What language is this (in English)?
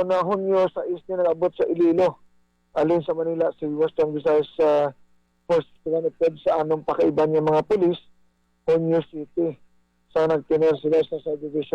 Hiligaynon